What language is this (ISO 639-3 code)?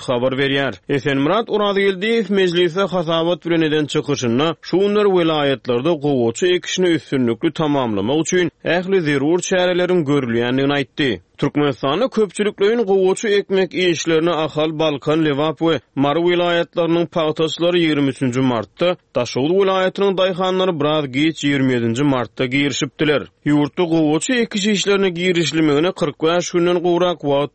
tuk